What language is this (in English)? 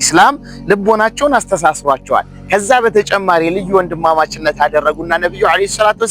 Amharic